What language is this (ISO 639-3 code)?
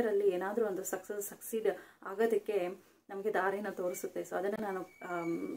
kan